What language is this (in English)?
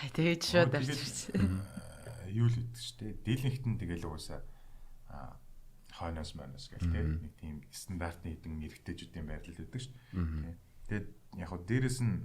Mongolian